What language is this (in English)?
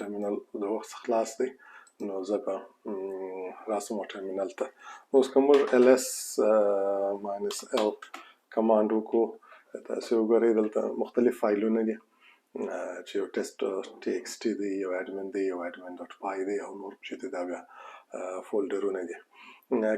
Pashto